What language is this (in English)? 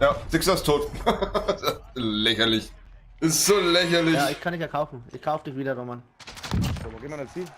Bavarian